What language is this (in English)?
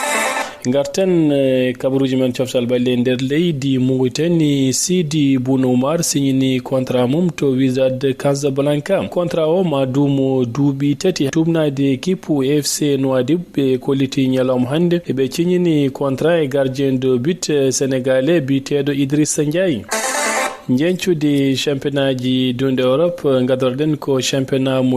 Fula